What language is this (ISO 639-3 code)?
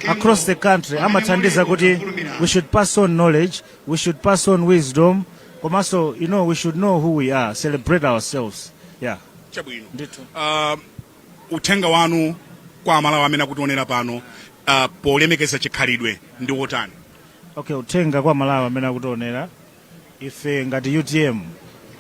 nya